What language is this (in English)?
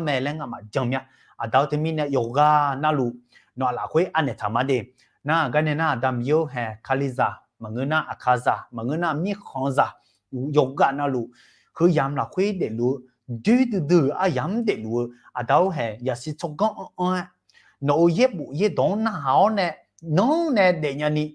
Akha